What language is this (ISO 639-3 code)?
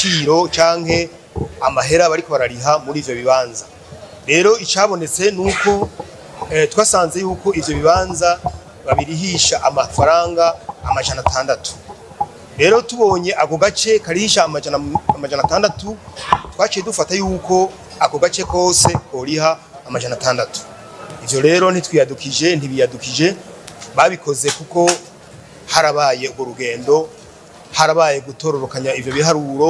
run